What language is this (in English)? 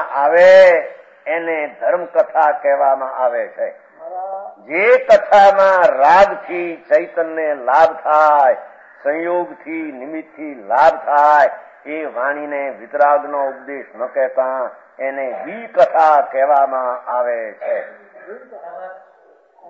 Gujarati